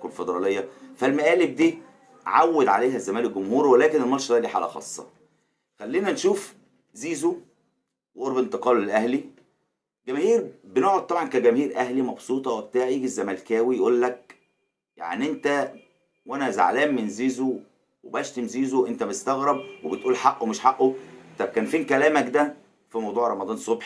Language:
Egyptian Arabic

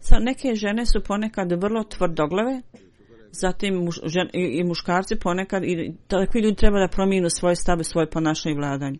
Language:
Bosnian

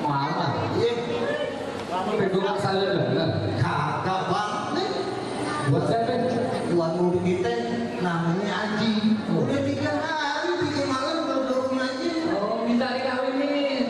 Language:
Betawi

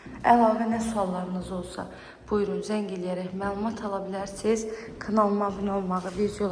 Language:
Azerbaijani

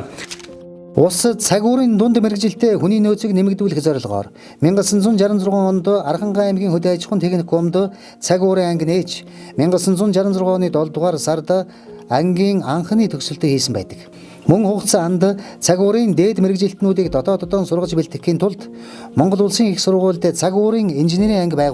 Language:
Mongolian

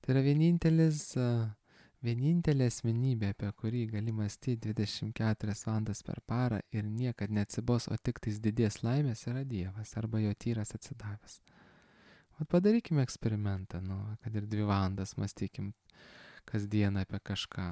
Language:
Lithuanian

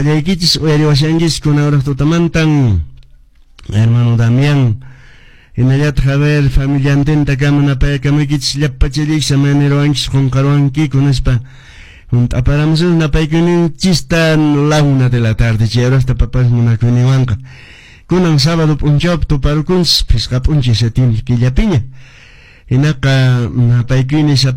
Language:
Quechua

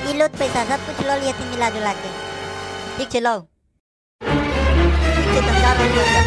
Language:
Maithili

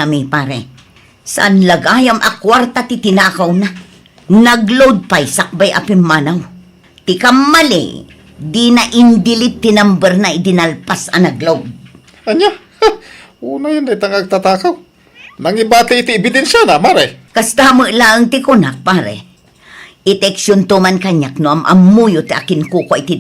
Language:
Iloko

